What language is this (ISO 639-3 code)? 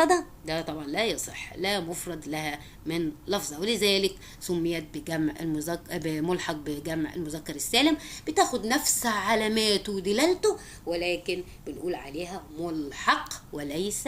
arz